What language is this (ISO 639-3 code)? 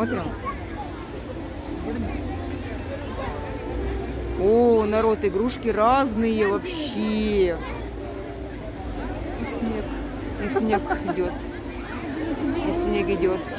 rus